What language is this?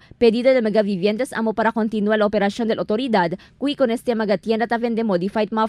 Chavacano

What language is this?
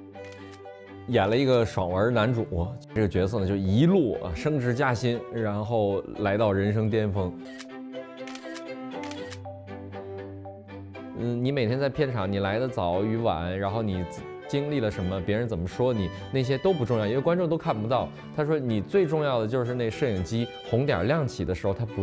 Chinese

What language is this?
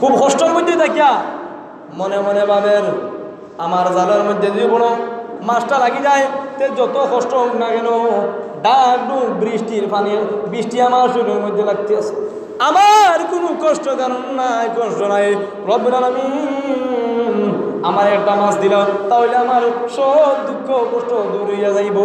Sylheti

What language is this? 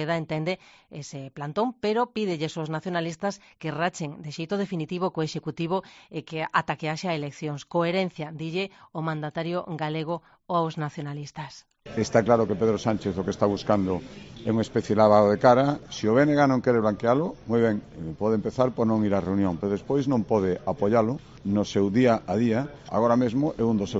Galician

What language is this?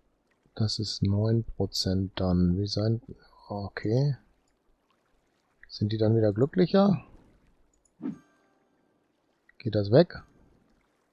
German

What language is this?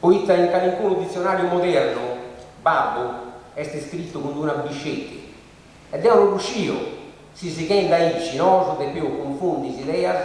Sardinian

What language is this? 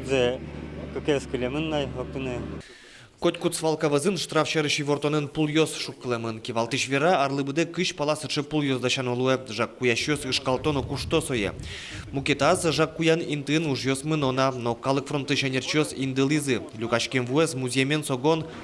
Udmurt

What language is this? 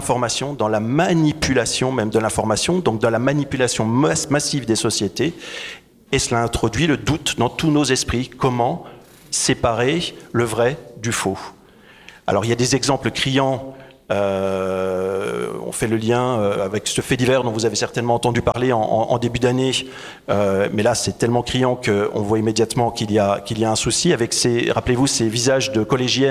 French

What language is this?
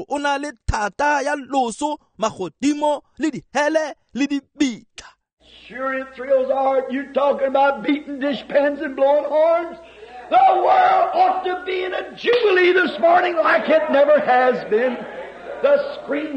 Tswana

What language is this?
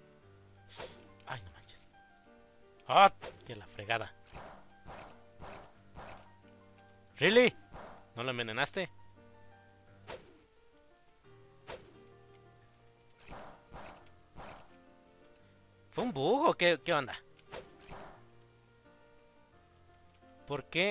Spanish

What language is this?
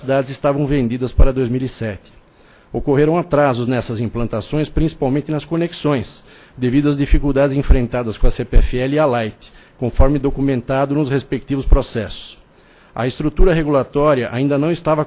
Portuguese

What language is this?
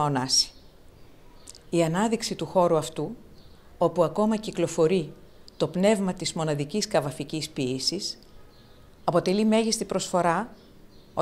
Greek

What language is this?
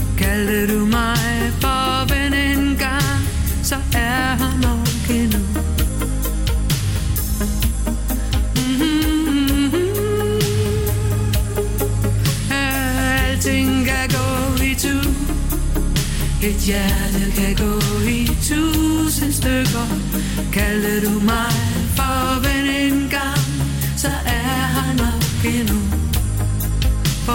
Danish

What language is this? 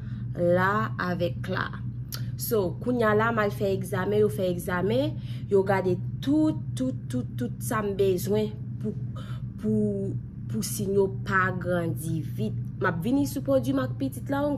Haitian Creole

